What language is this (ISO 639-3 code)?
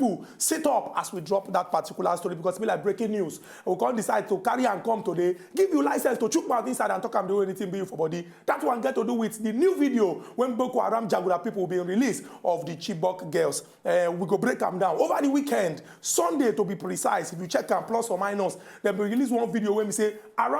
pcm